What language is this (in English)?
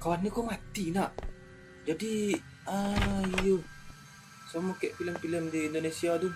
Minangkabau